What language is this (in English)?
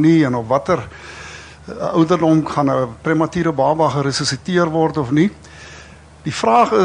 Afrikaans